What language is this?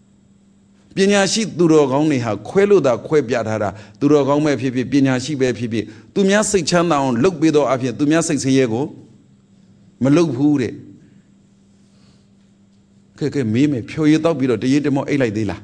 Burmese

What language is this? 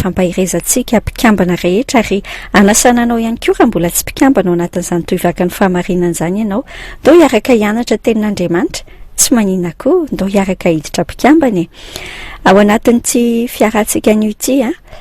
Malagasy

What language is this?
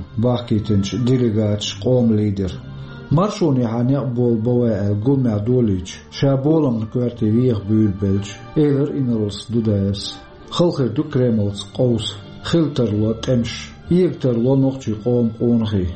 Chechen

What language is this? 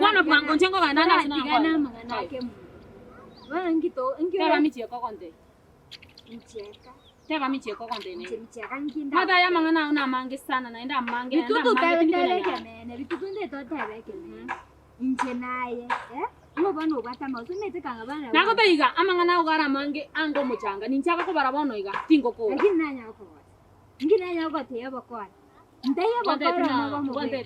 Gusii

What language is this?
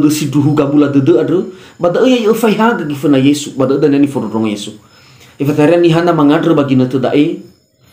Nias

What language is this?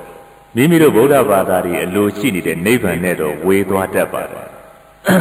Burmese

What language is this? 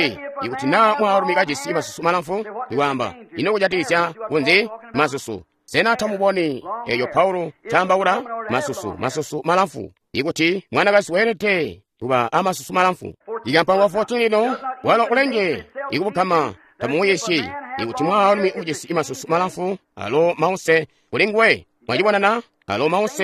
Tonga (Zambia)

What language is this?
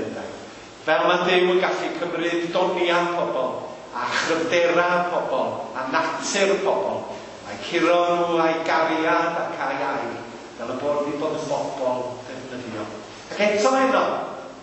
Welsh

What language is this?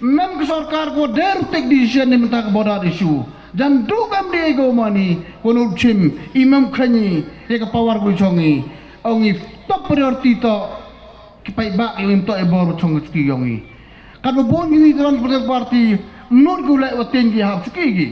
Pnar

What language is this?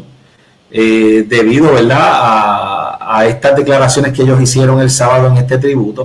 Spanish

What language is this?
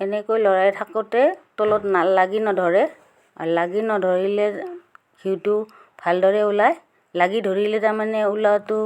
Assamese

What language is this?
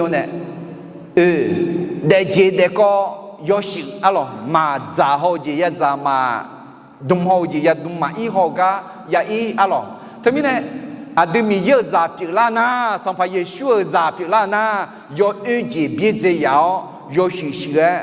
Akha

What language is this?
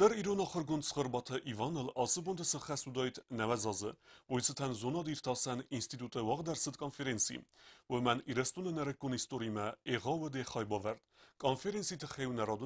Ossetic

